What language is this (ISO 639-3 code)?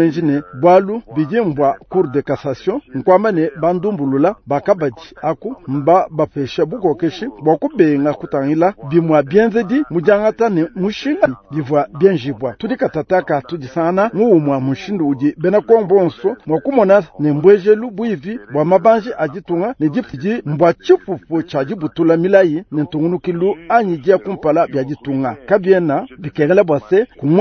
lua